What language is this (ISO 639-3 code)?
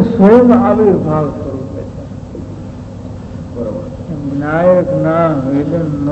guj